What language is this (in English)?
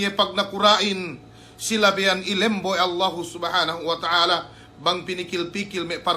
Yakan